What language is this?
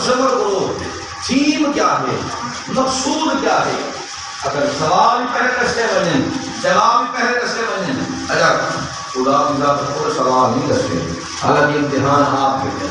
Saraiki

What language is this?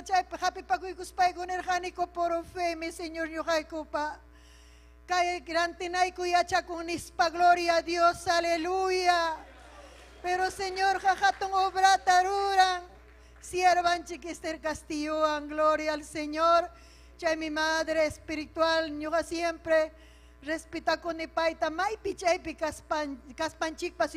Ayacucho Quechua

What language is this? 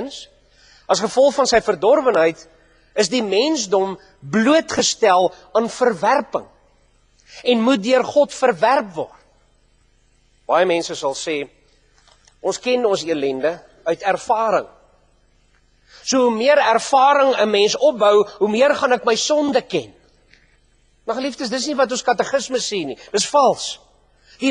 Afrikaans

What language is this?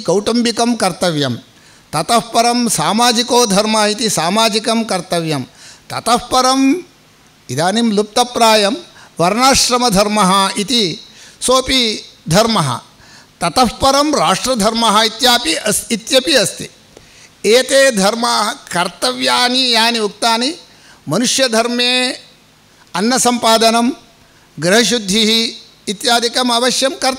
Sanskrit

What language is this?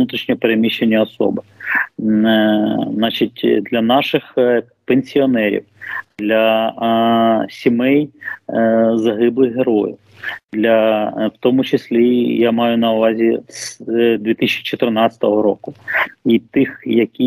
Ukrainian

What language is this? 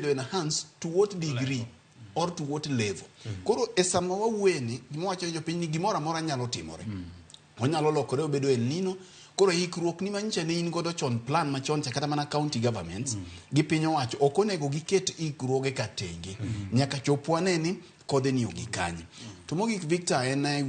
Luo (Kenya and Tanzania)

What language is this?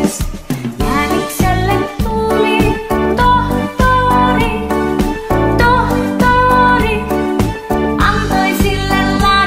Finnish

